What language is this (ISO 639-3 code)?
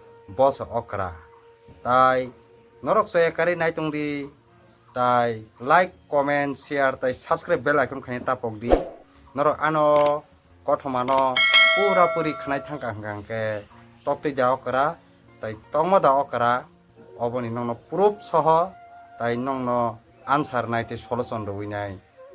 trp